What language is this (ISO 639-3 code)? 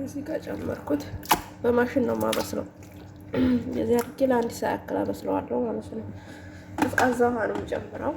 amh